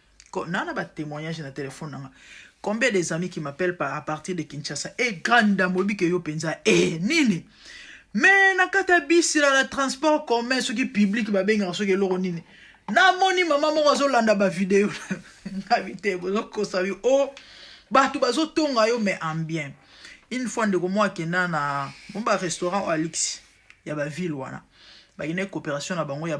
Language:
Lingala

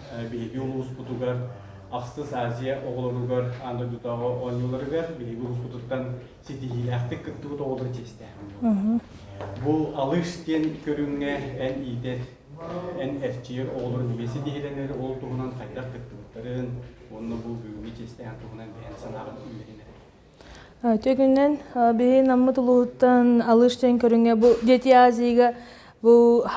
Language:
Yakut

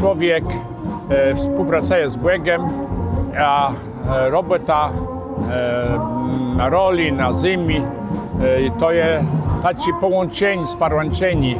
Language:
Kashubian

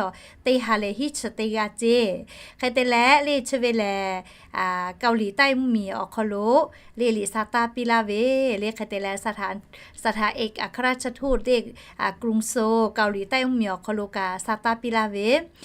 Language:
Lahu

